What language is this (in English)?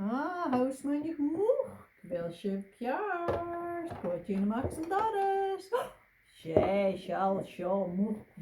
Scottish Gaelic